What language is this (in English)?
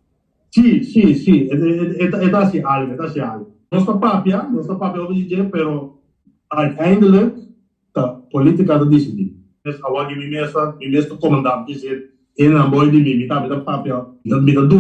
Papiamento